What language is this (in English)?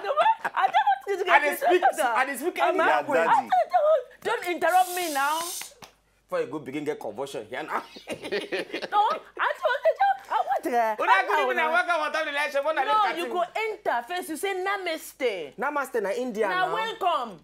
Nigerian Pidgin